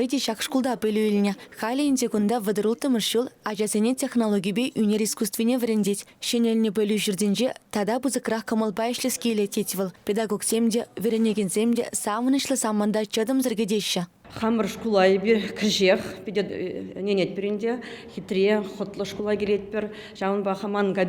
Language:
Chuvash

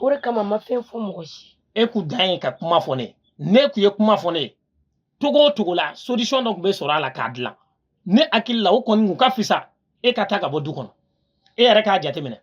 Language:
Bambara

